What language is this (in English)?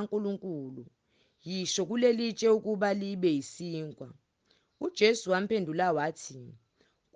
Zulu